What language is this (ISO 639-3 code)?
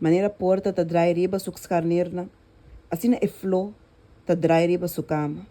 pap